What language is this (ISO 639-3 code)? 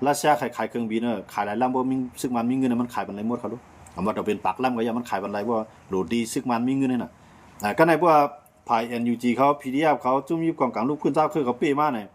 shn